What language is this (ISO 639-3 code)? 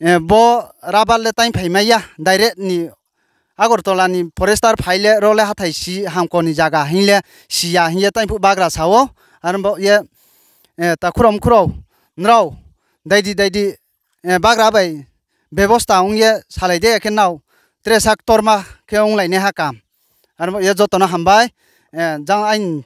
ria